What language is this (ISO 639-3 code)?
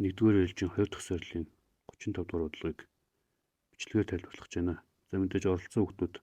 mon